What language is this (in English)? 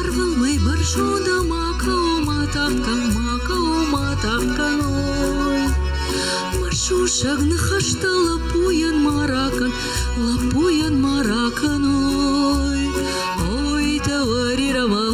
Ossetic